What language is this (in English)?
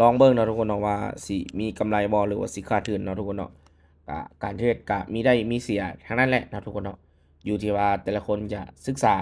Lao